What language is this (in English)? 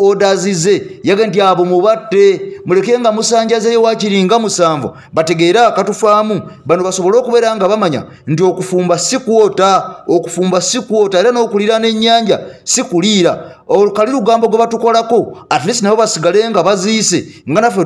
Ganda